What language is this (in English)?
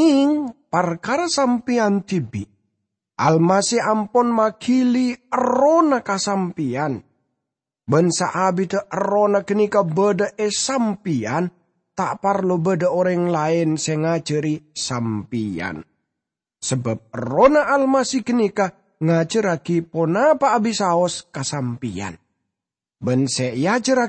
Madurese